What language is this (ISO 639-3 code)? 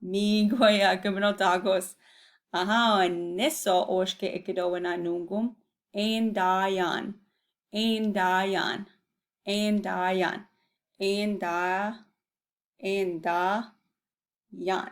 ciw